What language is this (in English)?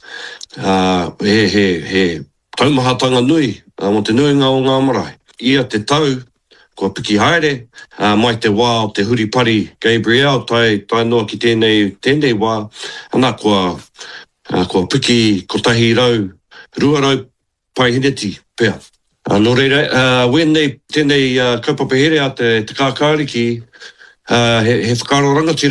Māori